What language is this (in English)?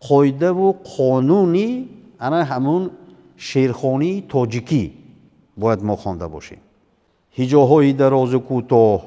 Tajik